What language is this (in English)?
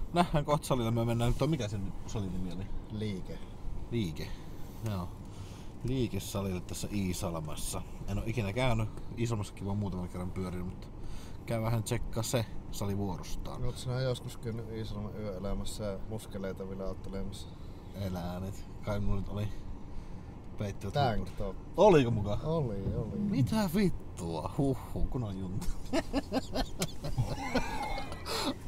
Finnish